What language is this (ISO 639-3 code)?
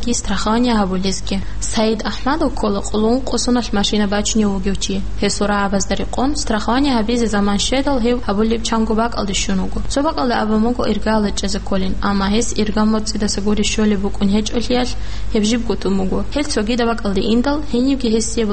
ava